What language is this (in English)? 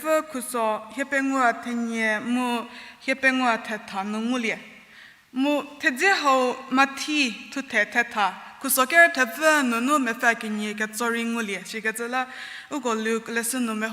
Angami Naga